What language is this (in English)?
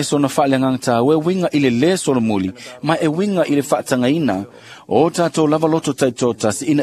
Samoan